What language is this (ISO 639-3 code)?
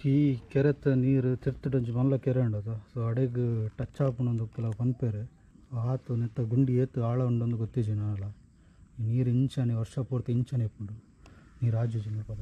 tcy